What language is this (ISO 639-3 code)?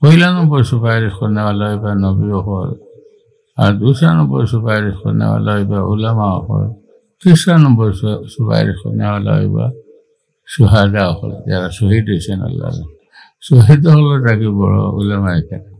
syl